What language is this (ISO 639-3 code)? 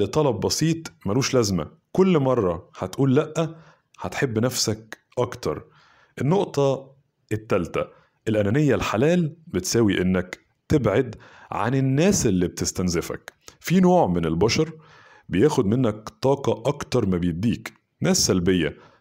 arz